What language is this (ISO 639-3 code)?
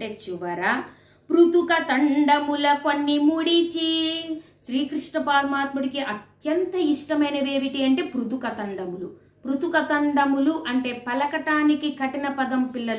tel